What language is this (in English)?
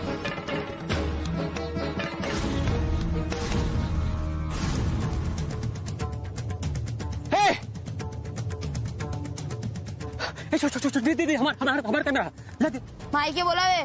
Bhojpuri